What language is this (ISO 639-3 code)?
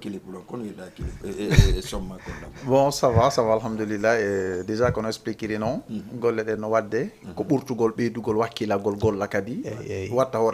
ful